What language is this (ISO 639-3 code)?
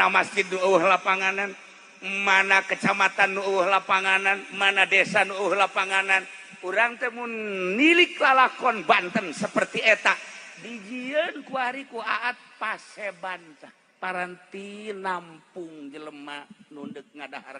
sun